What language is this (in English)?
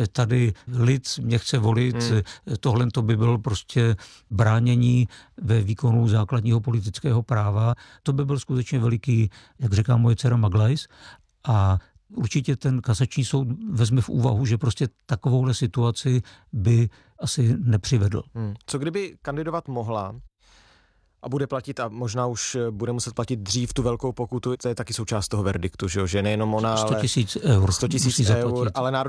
Czech